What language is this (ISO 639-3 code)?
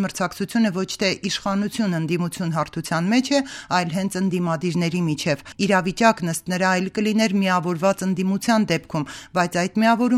hye